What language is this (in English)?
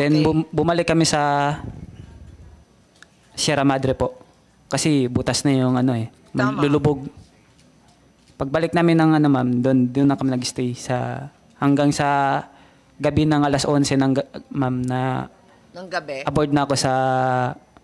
Filipino